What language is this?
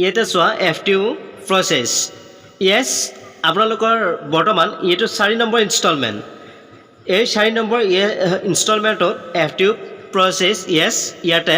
Assamese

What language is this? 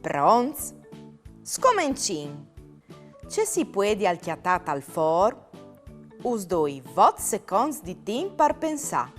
Friulian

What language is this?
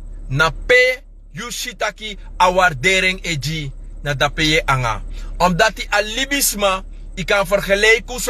Sranan Tongo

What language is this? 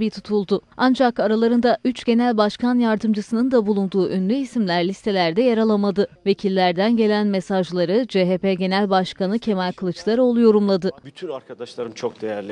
Turkish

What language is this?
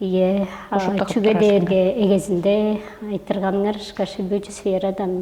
Tuvinian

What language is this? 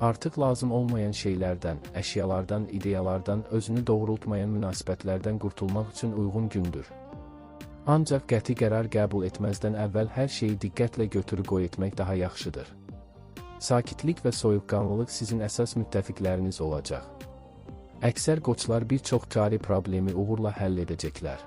Azerbaijani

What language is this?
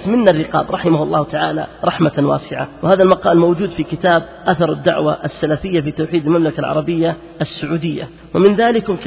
Arabic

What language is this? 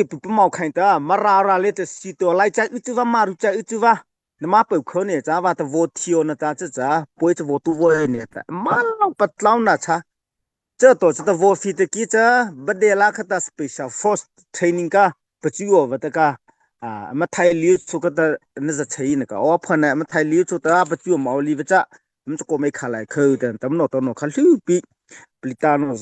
Mara Chin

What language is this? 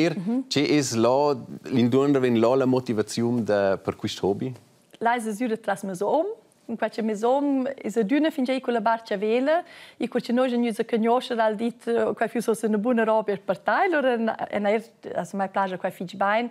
Romansh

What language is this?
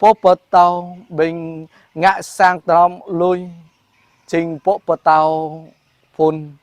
Jarai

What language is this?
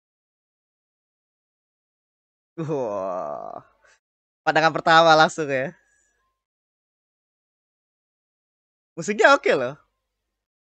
Indonesian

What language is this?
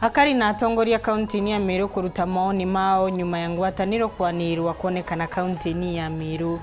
Meru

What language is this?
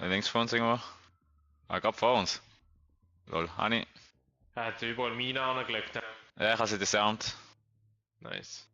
Swiss German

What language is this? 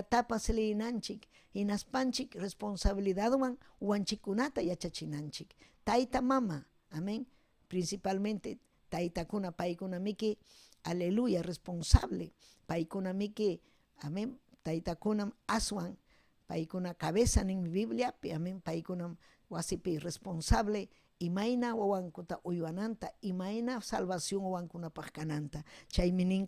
Ayacucho Quechua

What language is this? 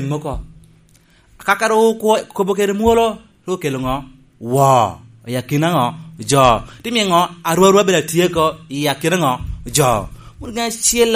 Lango (Uganda)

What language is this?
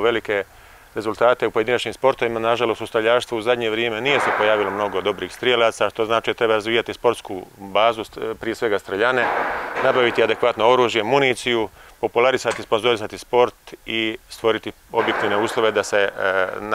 Bosnian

